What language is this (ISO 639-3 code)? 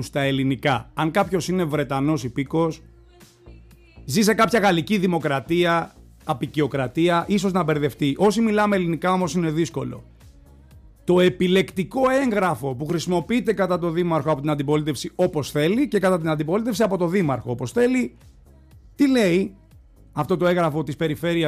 ell